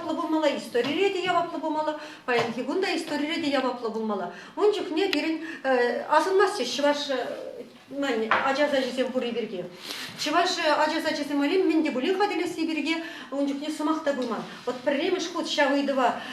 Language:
Chuvash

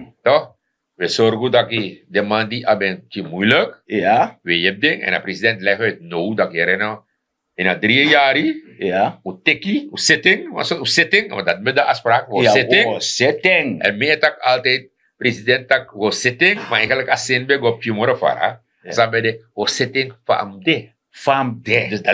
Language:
Sranan Tongo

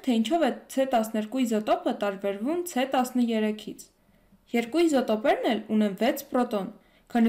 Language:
Armenian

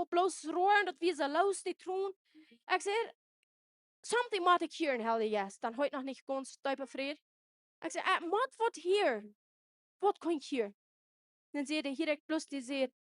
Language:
Plautdietsch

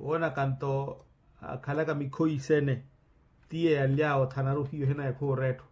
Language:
Makhuwa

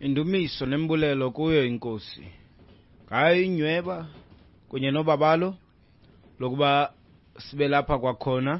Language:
Xhosa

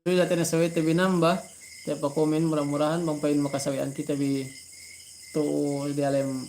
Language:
Yakan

